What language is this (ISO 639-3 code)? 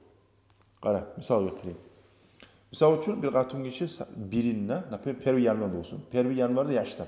kum